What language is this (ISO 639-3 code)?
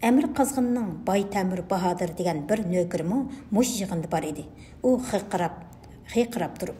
uig